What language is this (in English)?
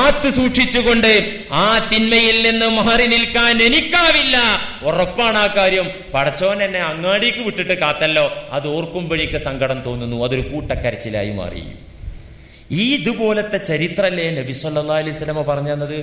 Malayalam